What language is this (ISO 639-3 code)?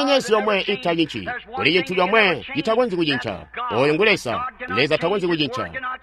toi